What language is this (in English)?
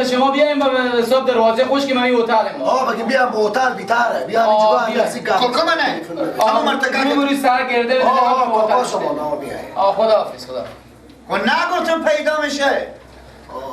Persian